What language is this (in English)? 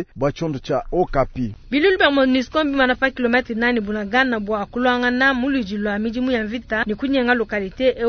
Luba-Lulua